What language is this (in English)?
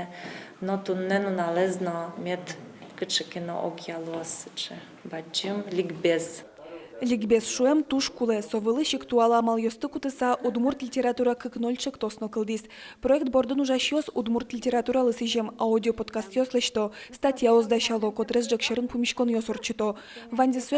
Udmurt